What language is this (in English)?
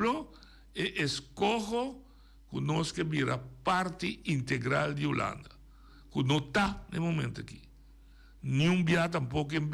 Papiamento